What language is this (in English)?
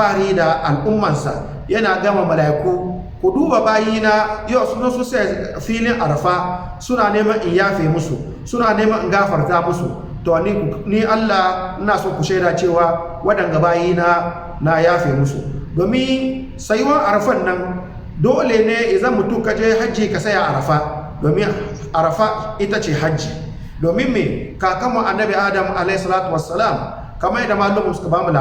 Hausa